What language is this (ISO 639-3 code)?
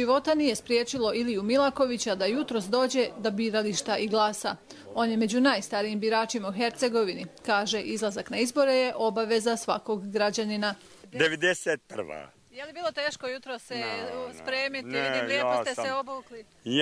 srp